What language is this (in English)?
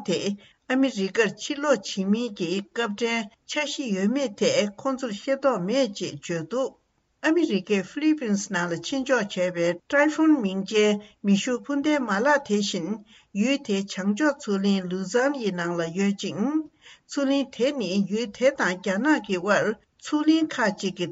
Tibetan